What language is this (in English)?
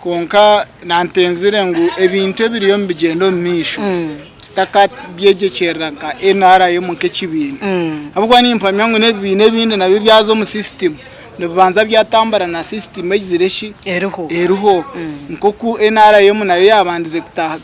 Nyankole